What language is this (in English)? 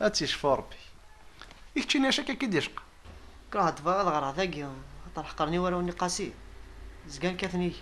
Kabyle